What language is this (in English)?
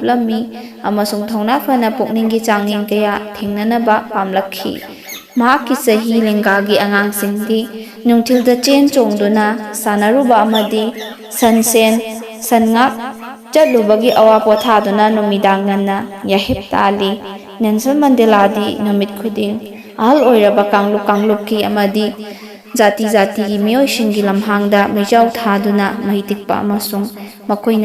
Manipuri